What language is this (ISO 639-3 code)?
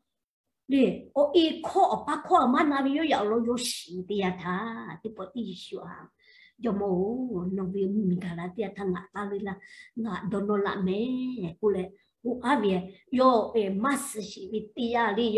lhu